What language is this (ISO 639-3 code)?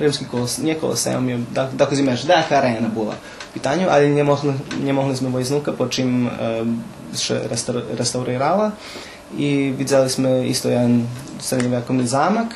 rue